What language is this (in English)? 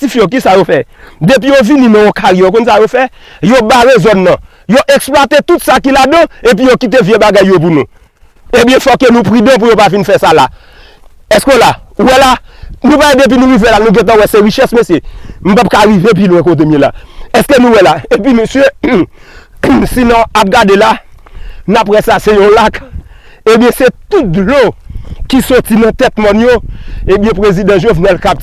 Haitian Creole